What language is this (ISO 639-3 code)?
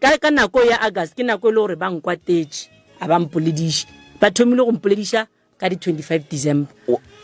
nso